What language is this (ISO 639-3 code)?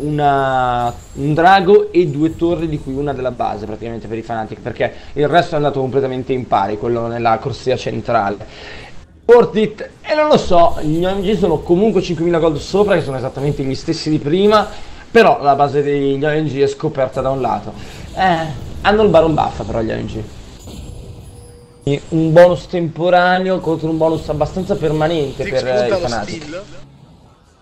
ita